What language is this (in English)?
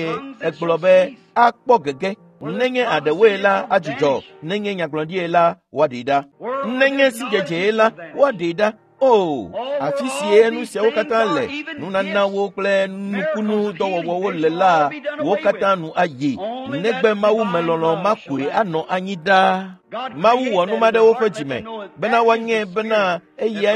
Ewe